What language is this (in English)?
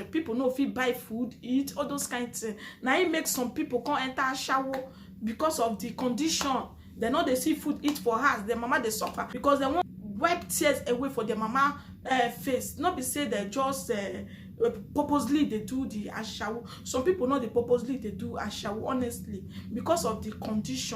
Nigerian Pidgin